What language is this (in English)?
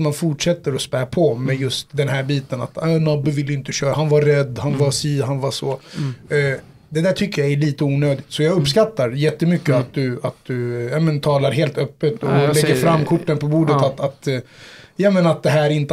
Swedish